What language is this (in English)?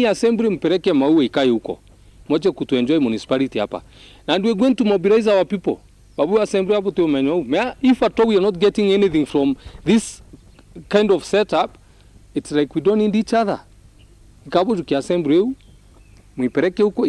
Meru